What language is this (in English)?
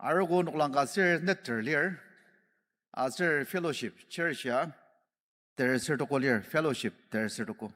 Ao Naga